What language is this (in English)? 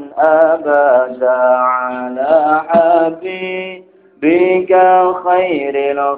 Javanese